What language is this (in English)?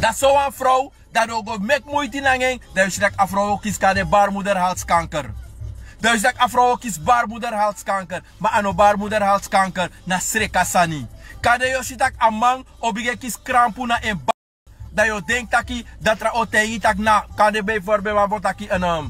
Sranan Tongo